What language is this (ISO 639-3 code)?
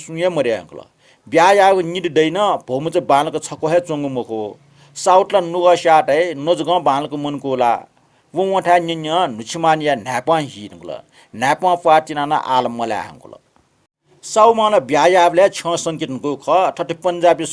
new